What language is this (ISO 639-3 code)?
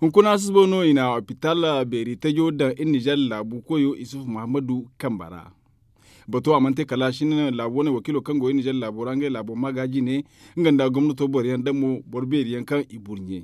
dje